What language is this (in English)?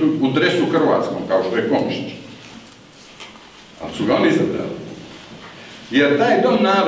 Croatian